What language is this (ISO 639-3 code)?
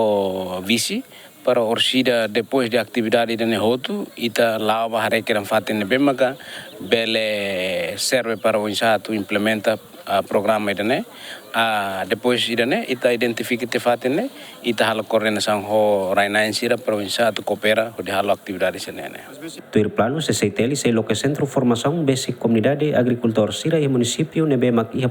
tet